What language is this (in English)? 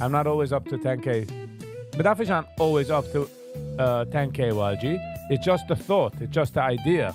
Yiddish